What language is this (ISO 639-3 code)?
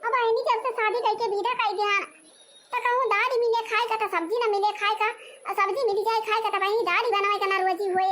awa